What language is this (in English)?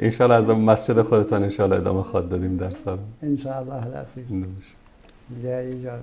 Persian